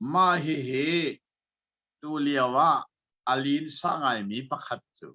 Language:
Hakha Chin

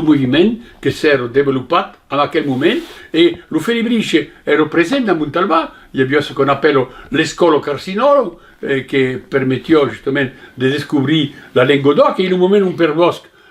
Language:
Occitan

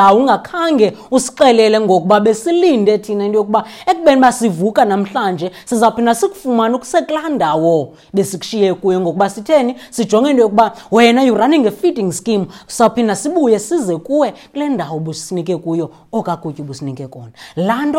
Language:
Xhosa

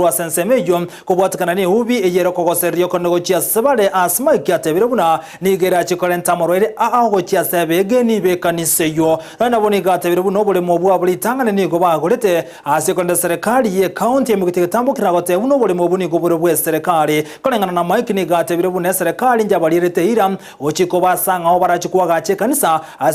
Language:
Gusii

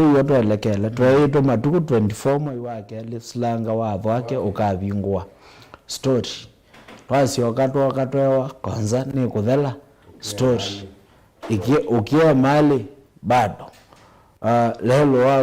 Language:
Kamba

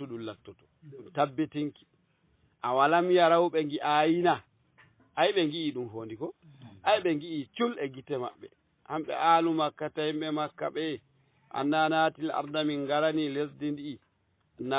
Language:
Fula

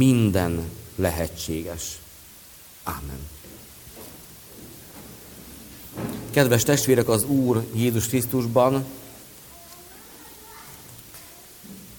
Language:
Hungarian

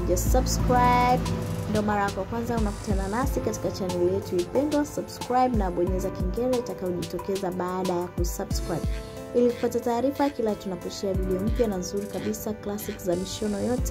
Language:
Swahili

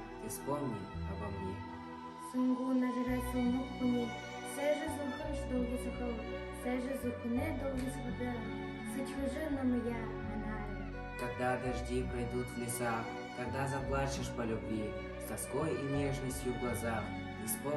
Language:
Buriat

